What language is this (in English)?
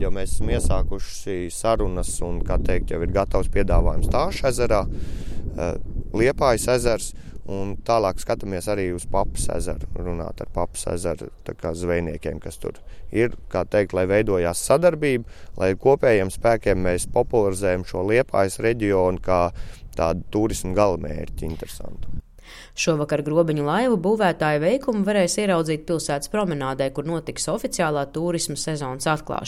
Latvian